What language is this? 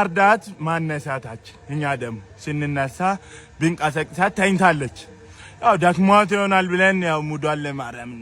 Amharic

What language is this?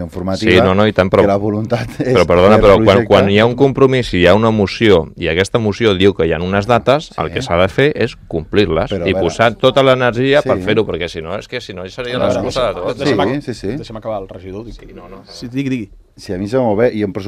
Catalan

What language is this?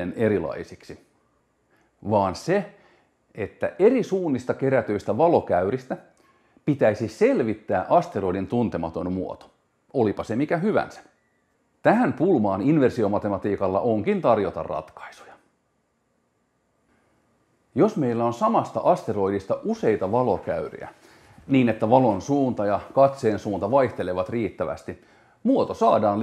Finnish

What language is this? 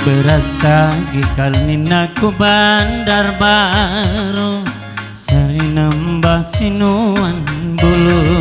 Batak Karo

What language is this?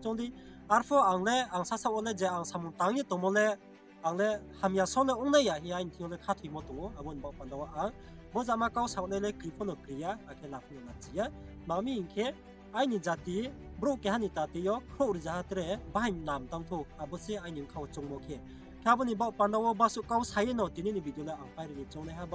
Riang (India)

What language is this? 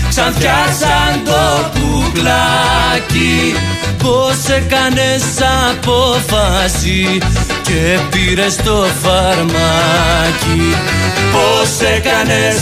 Greek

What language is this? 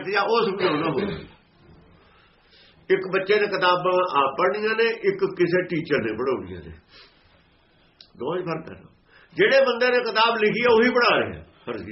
Punjabi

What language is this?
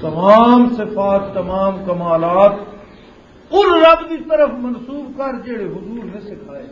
Western Panjabi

